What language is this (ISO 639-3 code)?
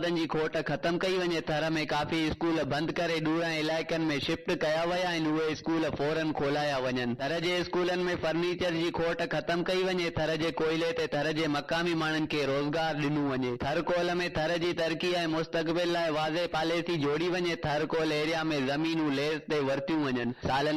snd